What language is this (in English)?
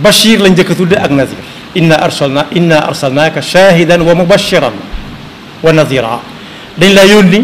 Wolof